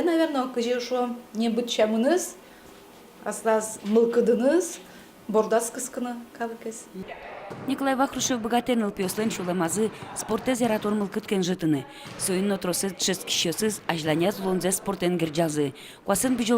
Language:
Udmurt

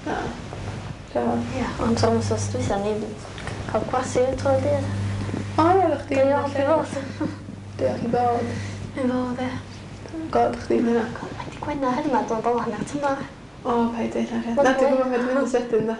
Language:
Welsh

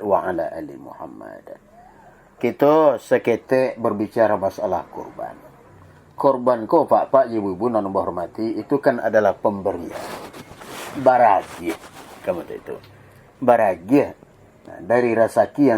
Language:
Minangkabau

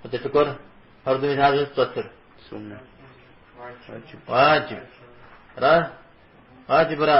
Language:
Kabardian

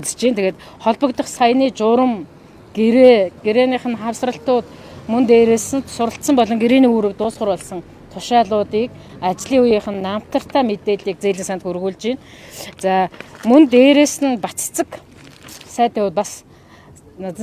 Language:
Mongolian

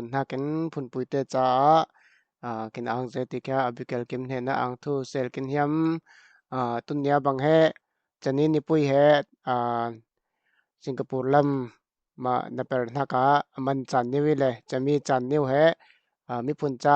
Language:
Falam Chin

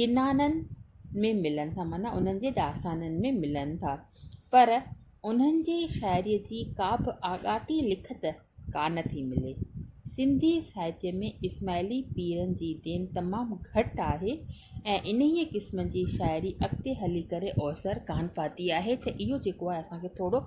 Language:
Sindhi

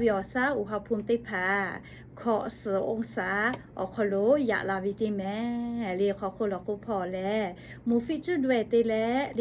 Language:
Lahu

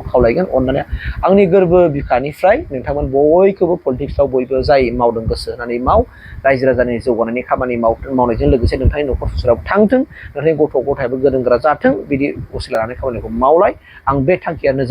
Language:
Bodo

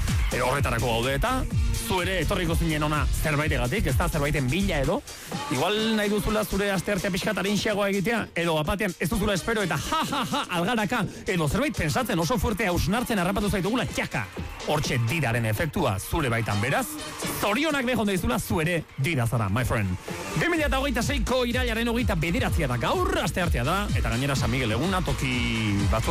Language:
Basque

